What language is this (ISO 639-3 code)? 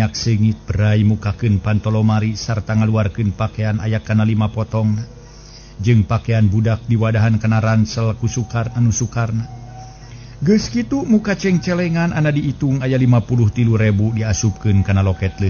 sun